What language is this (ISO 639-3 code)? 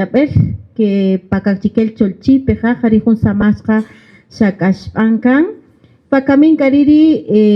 cak